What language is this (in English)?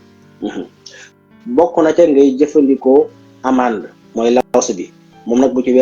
Wolof